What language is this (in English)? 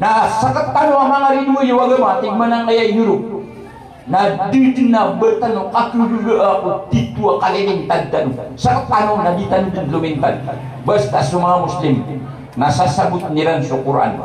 Maranao